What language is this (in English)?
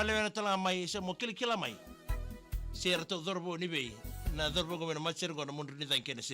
Fijian